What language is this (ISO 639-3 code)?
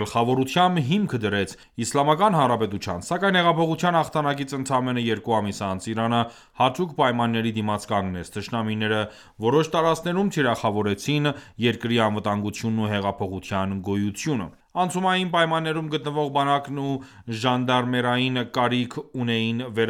hye